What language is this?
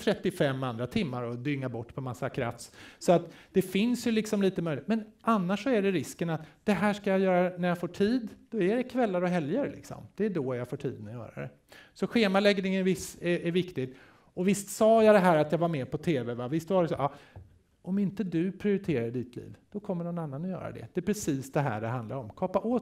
Swedish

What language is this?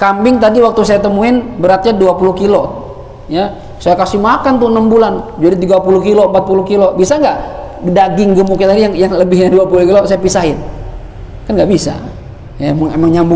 Indonesian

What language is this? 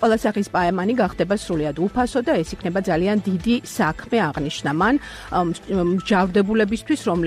Georgian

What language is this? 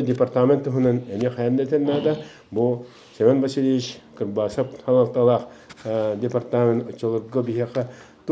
Yakut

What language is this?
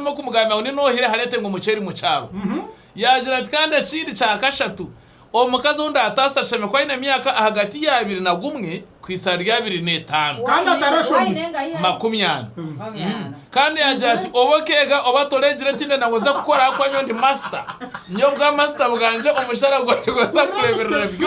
Nyankole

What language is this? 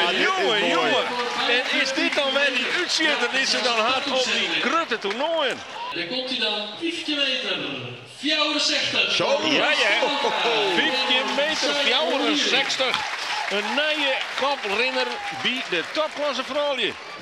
Western Frisian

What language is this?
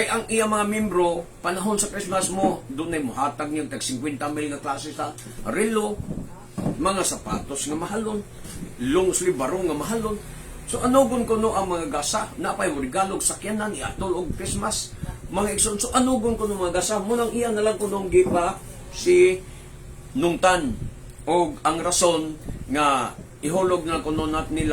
Cebuano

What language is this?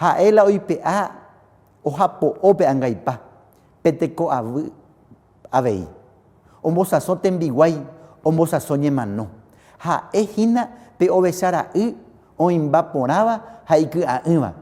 Guarani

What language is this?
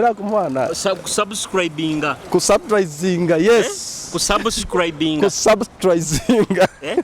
Nyoro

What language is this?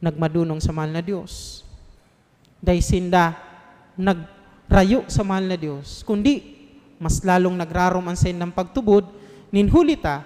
Bikol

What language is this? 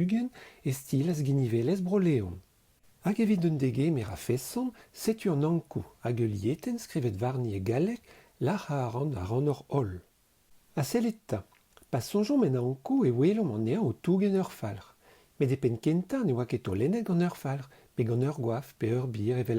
Breton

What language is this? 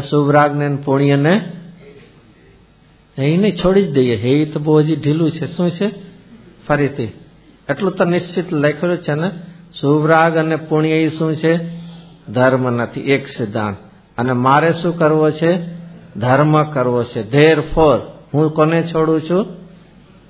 Gujarati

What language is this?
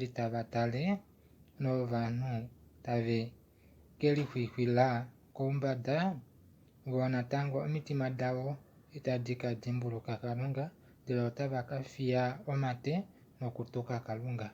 Kuanyama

